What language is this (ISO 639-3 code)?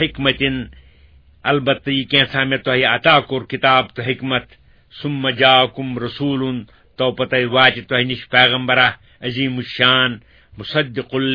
kas